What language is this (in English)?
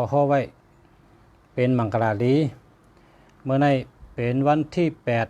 Shan